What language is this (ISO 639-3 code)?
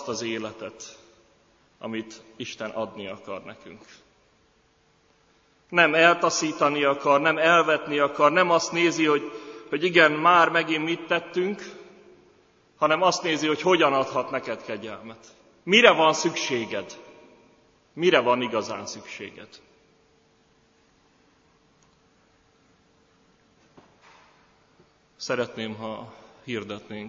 hun